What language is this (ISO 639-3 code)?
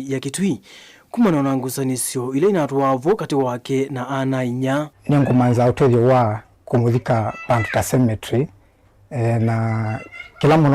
kam